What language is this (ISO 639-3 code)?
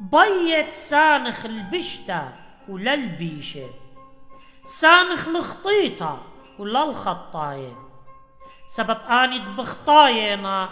aii